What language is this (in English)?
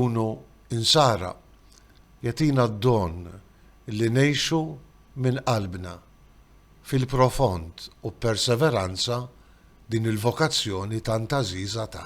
Maltese